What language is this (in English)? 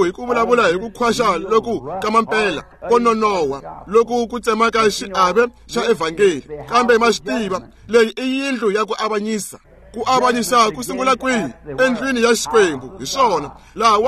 Tsonga